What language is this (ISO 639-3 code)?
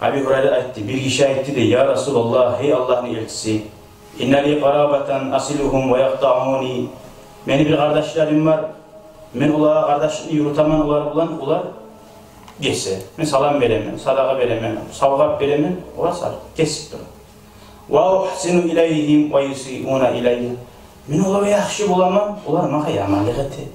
kum